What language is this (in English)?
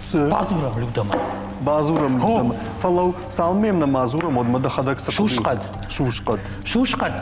Ossetic